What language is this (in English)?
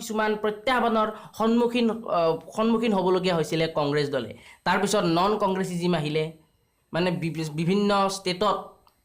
Assamese